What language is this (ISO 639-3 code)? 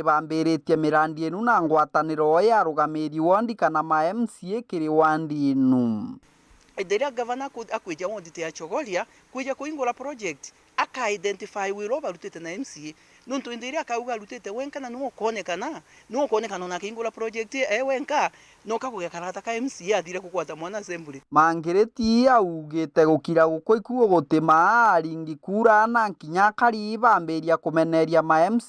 mer